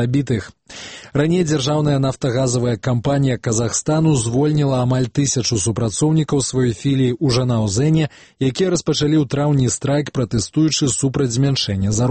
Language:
Belarusian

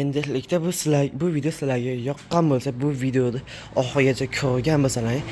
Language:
Uzbek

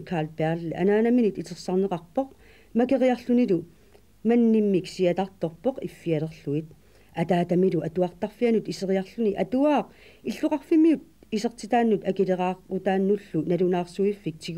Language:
Kalaallisut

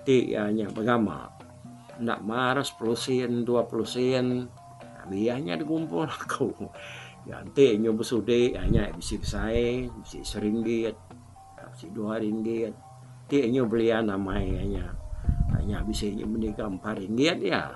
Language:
Iban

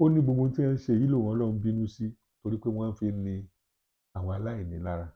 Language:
Yoruba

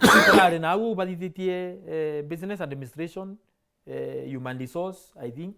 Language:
Meru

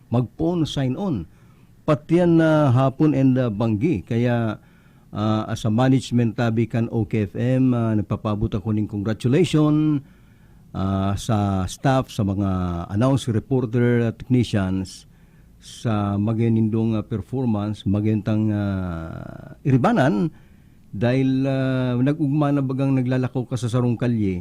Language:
Bikol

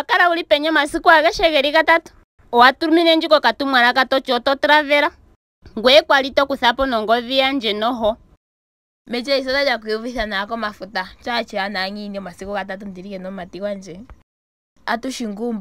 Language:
Ndonga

